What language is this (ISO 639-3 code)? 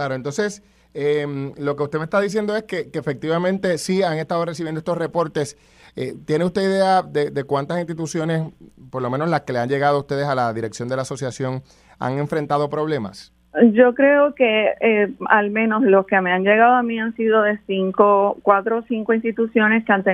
spa